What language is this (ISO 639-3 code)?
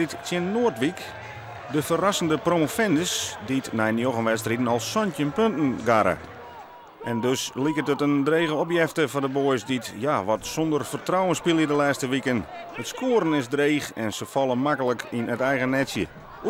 fry